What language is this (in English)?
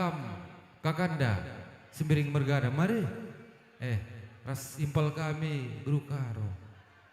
Batak Karo